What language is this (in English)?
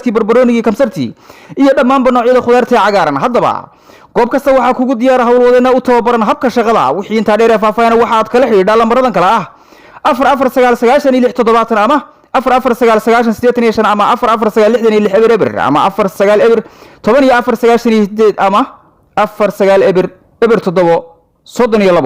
Somali